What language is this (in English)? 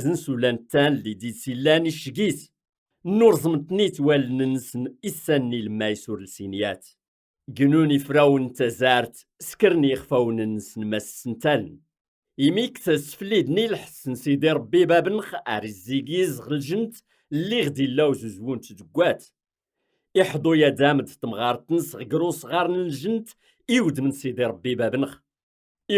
Kabyle